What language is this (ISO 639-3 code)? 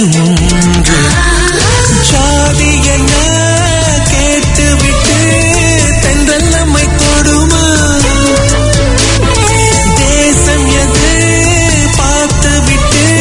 tam